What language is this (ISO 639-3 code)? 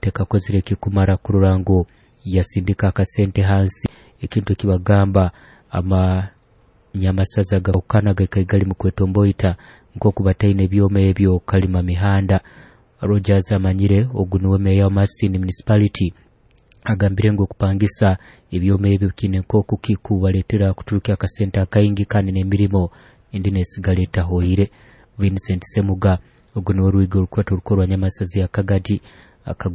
nyo